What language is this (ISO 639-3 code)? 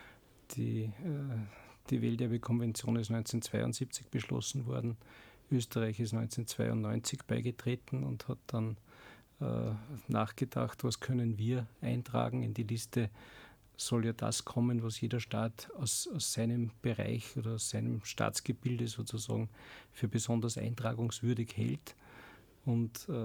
deu